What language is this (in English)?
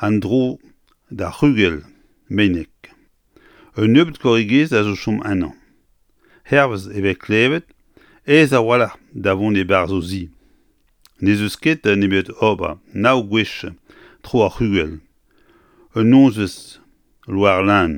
Breton